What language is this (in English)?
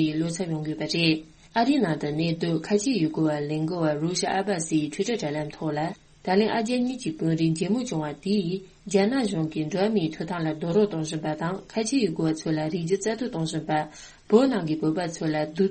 Tibetan